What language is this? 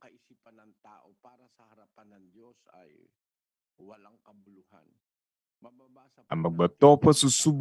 Ewe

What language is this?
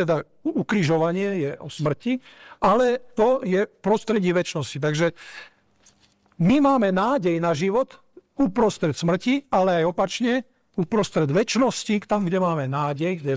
Slovak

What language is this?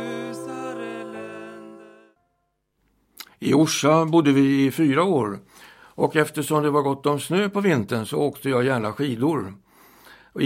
Swedish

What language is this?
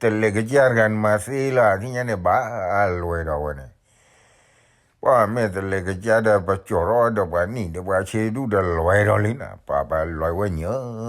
S'gaw Karen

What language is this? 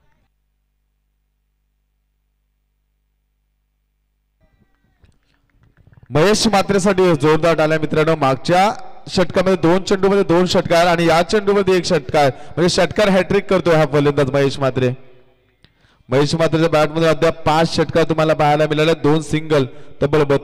Marathi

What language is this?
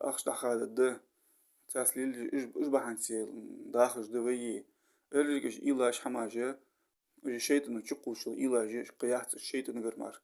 Ingush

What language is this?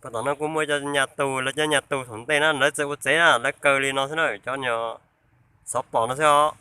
Hmong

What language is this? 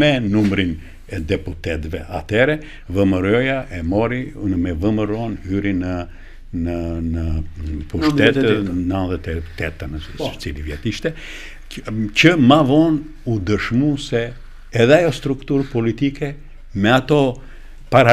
Albanian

